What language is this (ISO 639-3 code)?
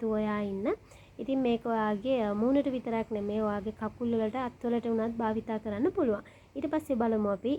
sin